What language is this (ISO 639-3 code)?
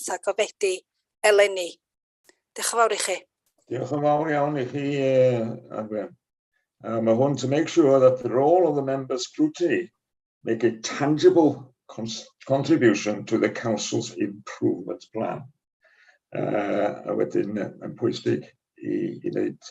cym